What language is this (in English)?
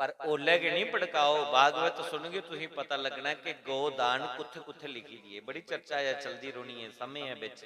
Dogri